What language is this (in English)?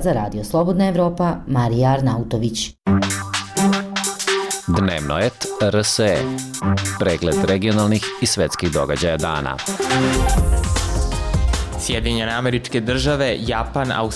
Serbian